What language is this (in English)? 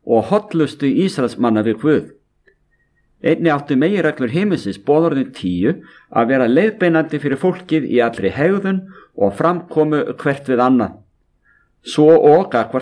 Icelandic